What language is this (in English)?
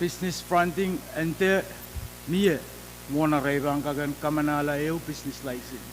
Pohnpeian